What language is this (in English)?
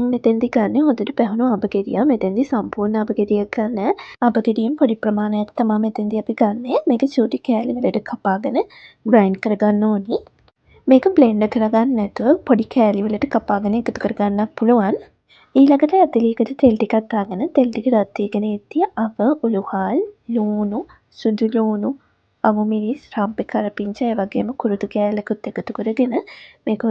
Sinhala